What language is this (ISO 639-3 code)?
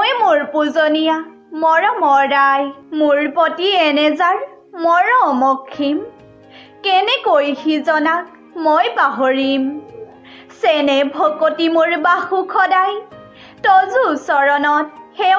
asm